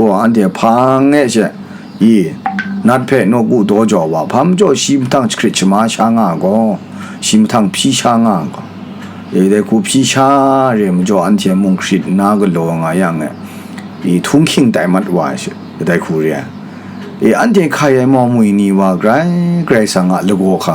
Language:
Kachin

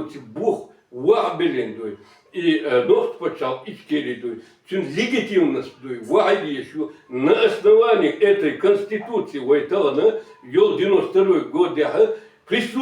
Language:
Chechen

